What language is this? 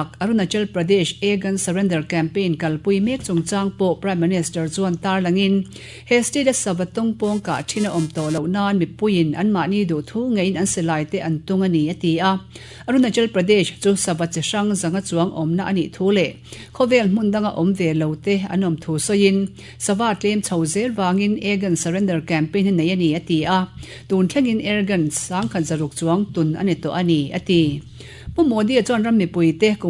Mizo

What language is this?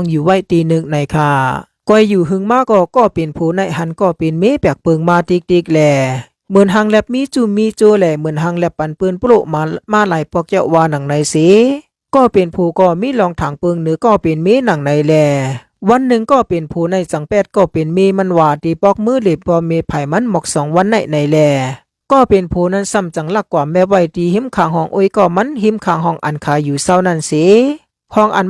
Shan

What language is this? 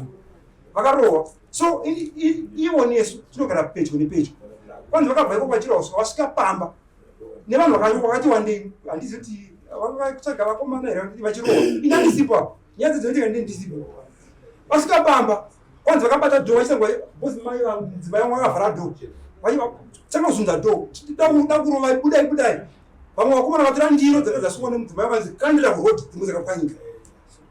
Shona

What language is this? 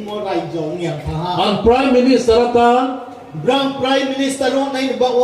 Riang (India)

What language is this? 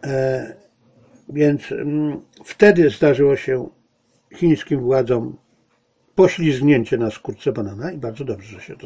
Polish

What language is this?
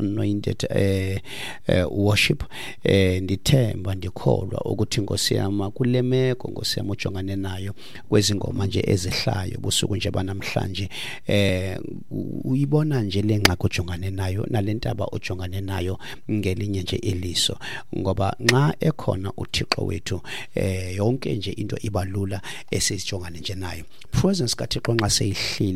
Xhosa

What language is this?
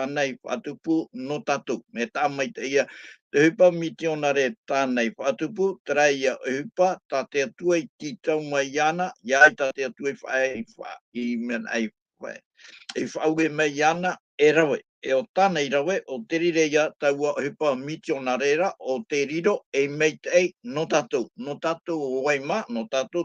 Tahitian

